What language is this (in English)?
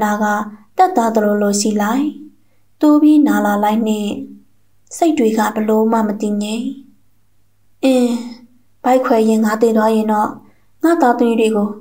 Burmese